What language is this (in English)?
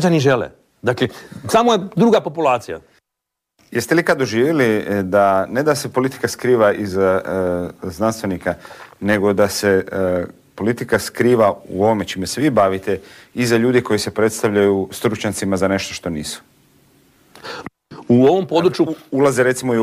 Croatian